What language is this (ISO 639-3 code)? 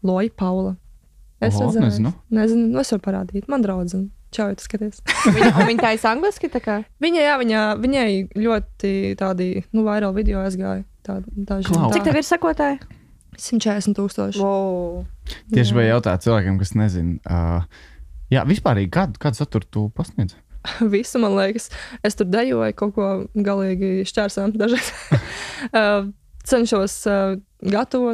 lav